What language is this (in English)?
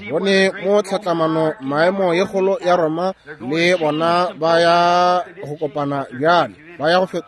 Northern Sotho